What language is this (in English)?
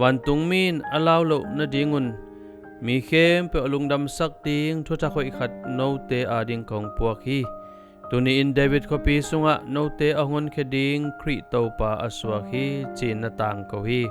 Tedim Chin